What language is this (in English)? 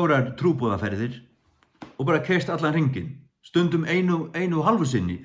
Faroese